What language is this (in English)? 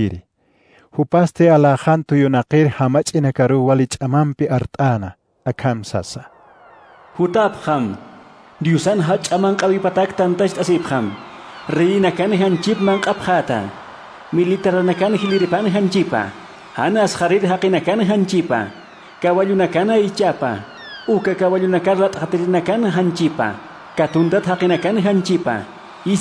Aymara